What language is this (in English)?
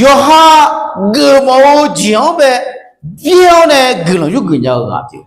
Akha